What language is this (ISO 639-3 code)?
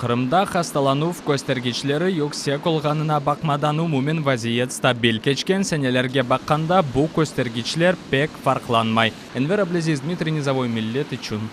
crh